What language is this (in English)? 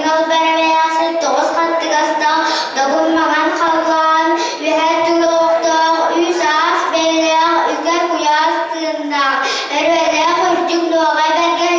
Yakut